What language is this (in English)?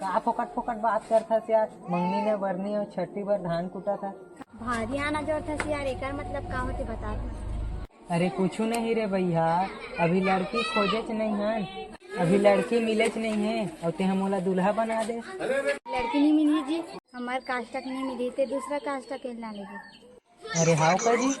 Chhattisgarhi